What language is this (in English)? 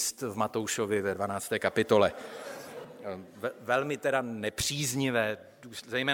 Czech